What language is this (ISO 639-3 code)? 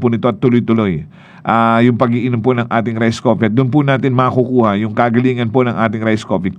fil